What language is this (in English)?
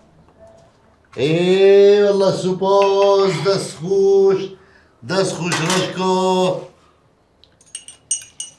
Kurdish